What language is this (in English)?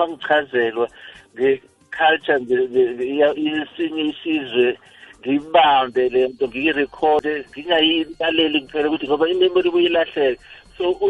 South Ndebele